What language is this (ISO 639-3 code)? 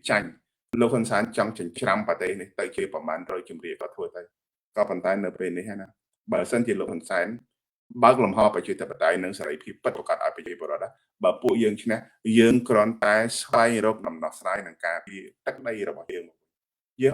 khm